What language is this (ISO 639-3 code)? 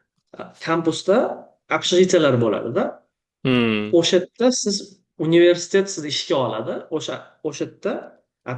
uzb